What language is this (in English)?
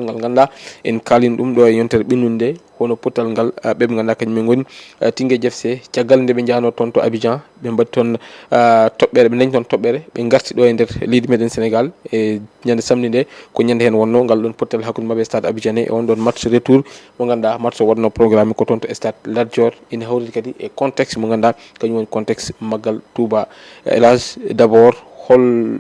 Fula